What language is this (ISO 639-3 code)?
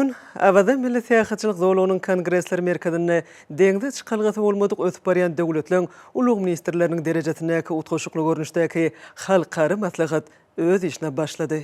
tuk